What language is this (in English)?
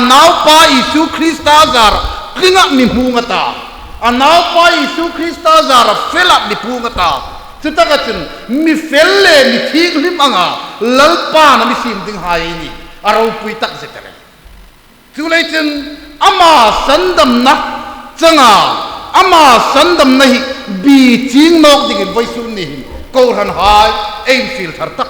Hmar